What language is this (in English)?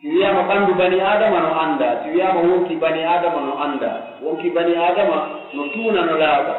Pular